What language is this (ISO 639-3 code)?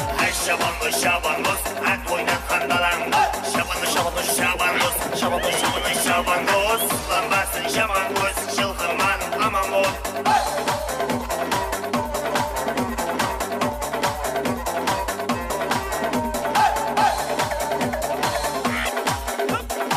kaa